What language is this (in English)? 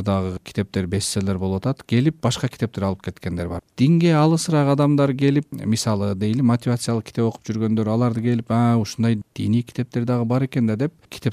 Kyrgyz